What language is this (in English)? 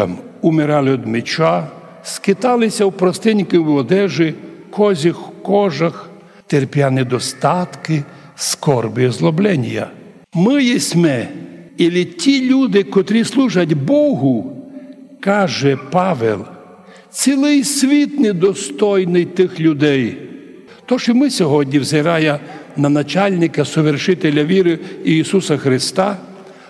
Rusyn